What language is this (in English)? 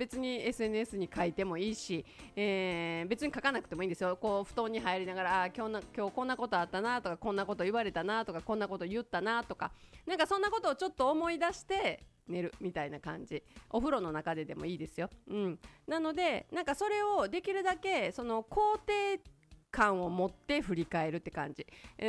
Japanese